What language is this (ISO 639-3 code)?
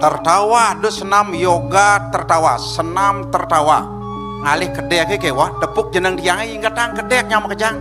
ban